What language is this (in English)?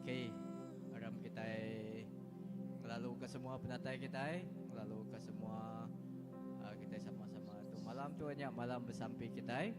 Iban